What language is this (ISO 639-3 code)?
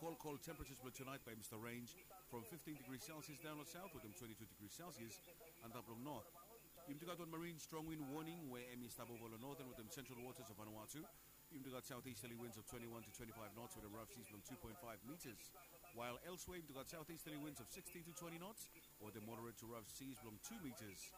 bis